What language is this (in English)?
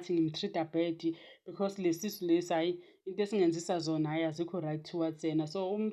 Zulu